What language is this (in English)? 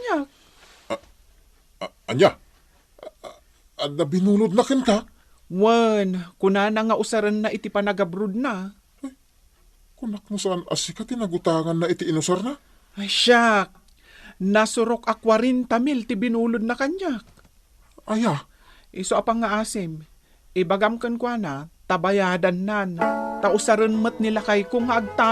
Iloko